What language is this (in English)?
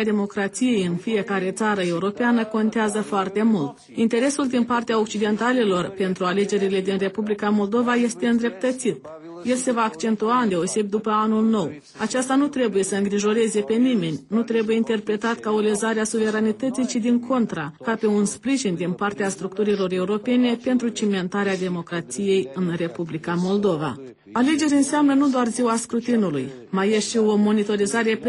Romanian